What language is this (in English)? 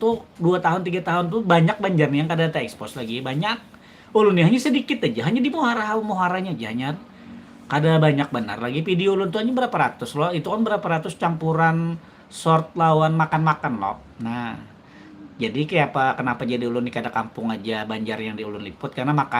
Banjar